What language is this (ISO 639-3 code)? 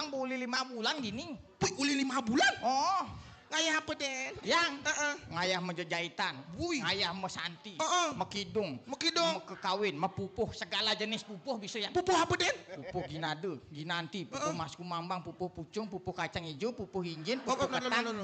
ban